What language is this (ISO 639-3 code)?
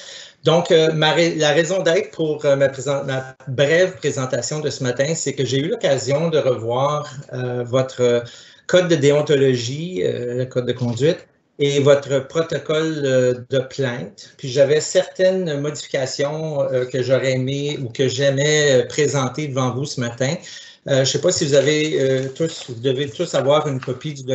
fra